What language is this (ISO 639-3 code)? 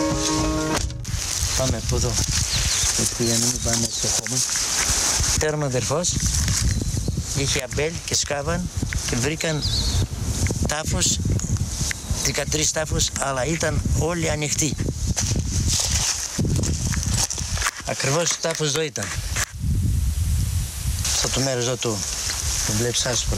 ell